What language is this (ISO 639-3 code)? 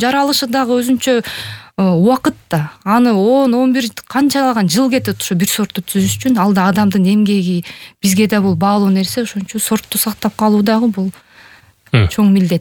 kir